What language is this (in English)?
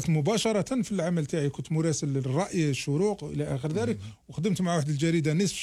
Algerian Arabic